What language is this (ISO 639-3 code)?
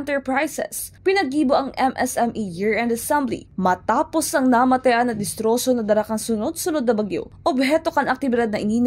bik